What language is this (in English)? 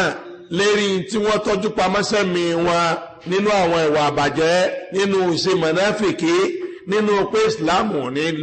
Yoruba